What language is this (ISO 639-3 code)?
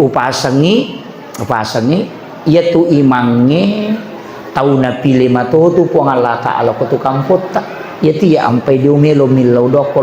bug